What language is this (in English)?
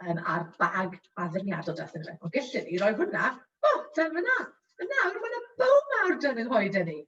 Welsh